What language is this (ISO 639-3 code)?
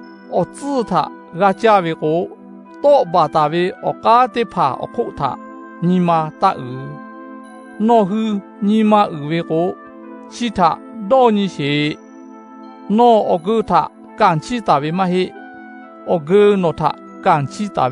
lhu